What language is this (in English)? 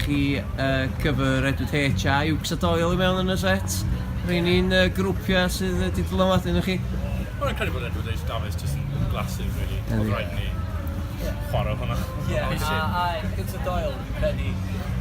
Welsh